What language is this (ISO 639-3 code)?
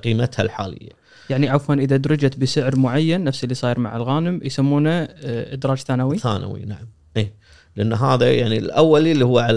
afb